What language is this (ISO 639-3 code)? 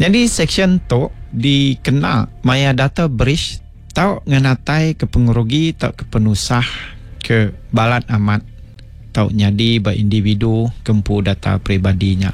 iba